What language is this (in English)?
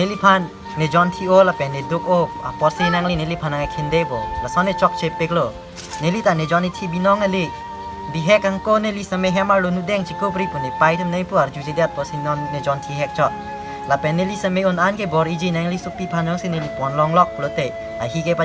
Karbi